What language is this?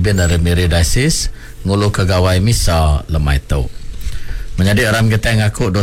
Iban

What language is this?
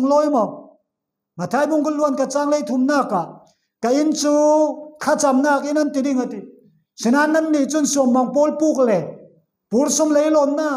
Falam Chin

